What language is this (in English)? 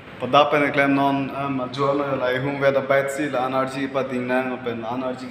Karbi